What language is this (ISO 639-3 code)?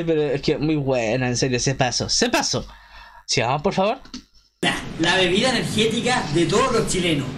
spa